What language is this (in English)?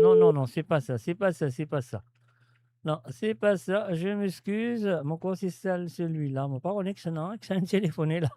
Morisyen